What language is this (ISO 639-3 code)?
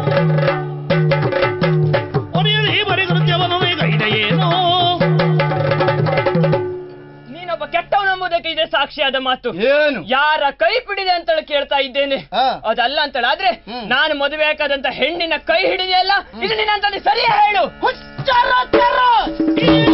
kan